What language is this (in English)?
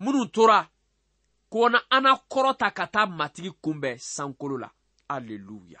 Bambara